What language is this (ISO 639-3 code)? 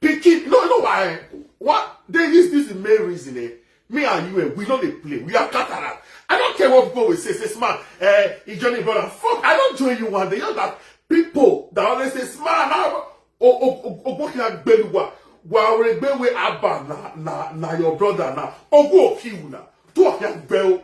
pcm